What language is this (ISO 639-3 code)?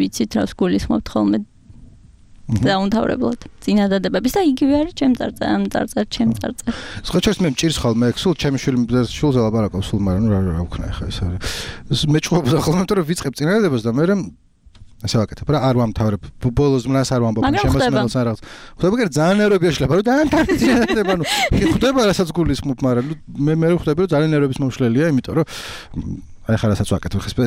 kat